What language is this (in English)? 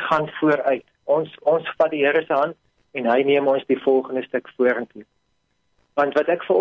Afrikaans